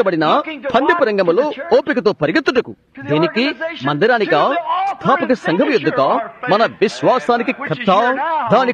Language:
Telugu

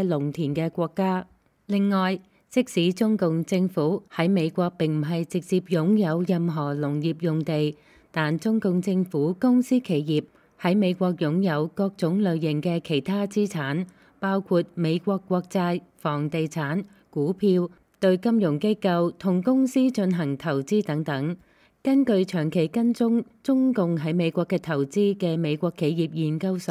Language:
Cantonese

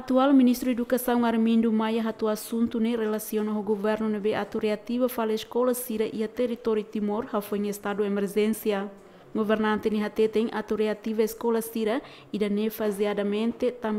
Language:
Tetum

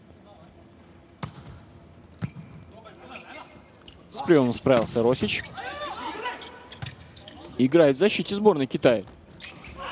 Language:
Russian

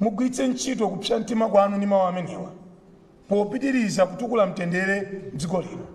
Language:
Nyanja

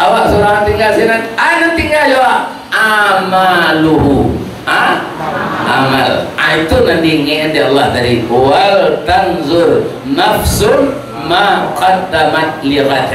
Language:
Minangkabau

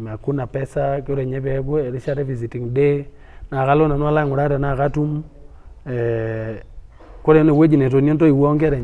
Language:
Masai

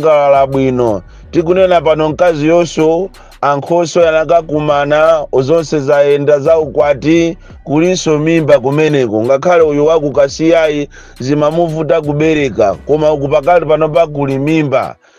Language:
Nyanja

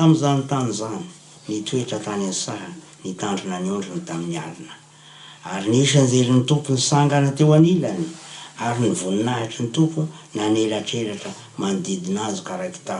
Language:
Malagasy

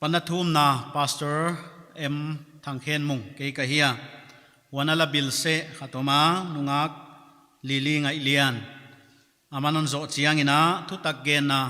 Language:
Paite Chin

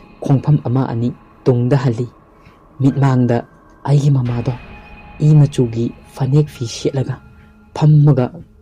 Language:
Manipuri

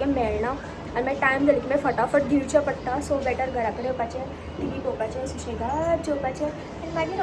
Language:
Konkani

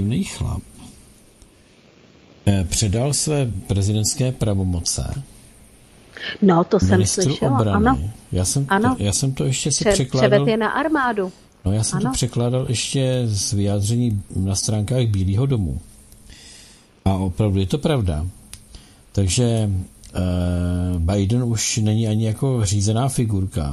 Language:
Czech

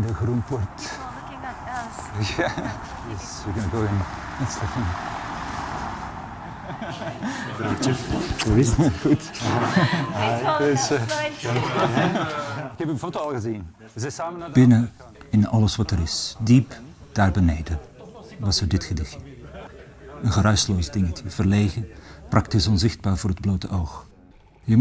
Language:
Dutch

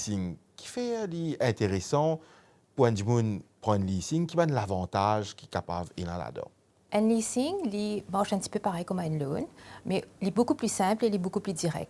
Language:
Morisyen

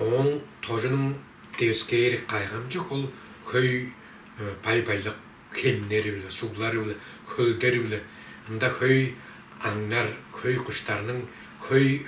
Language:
Tuvinian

